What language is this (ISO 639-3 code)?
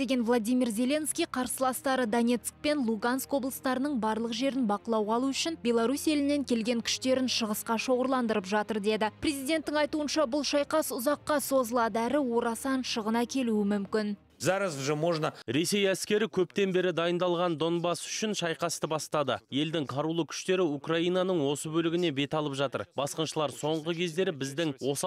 kaz